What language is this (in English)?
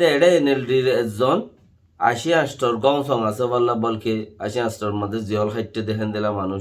Rohingya